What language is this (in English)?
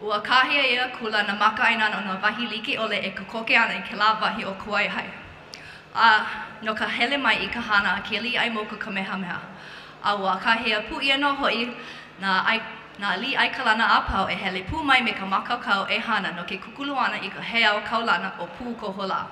Hawaiian